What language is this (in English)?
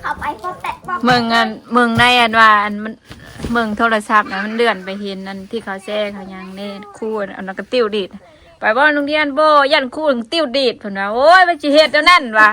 Northeastern Thai